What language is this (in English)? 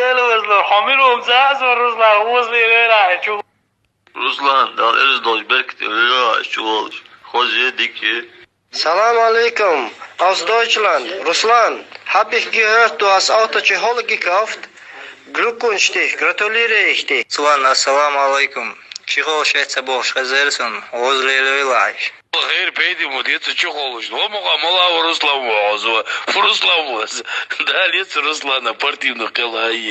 Chechen